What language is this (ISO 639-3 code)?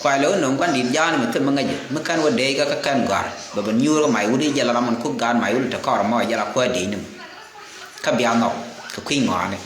nus